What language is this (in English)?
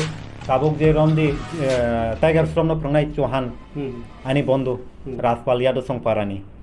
Kok Borok